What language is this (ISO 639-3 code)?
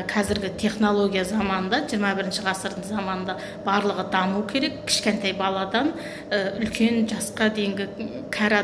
kaz